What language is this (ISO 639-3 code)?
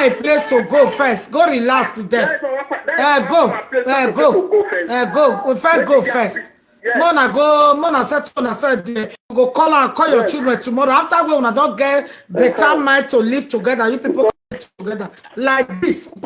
pcm